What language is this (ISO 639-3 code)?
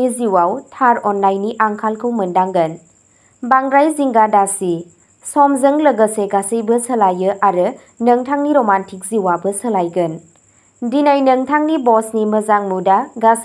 brx